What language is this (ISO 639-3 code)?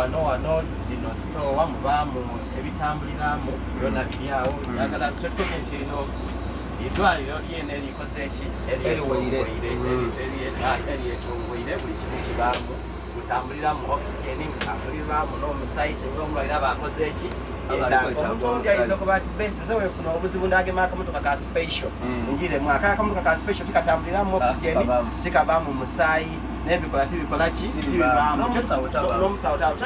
xog